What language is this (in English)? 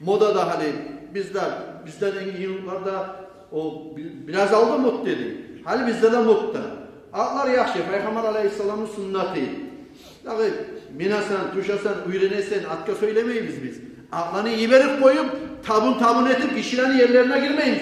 Kumyk